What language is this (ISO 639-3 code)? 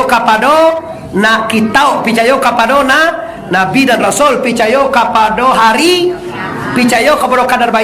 min